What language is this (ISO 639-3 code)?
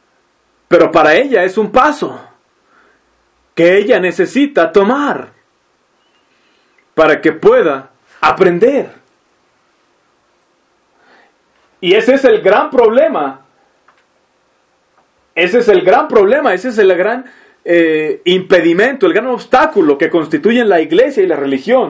spa